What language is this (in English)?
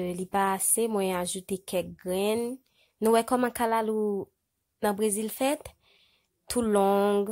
Haitian Creole